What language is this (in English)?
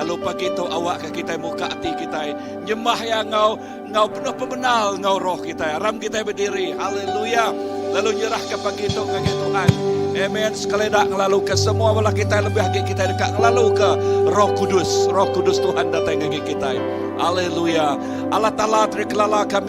Iban